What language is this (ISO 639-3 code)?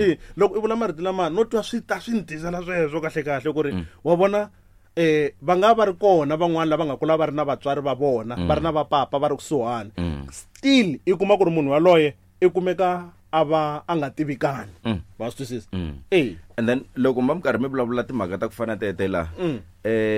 tso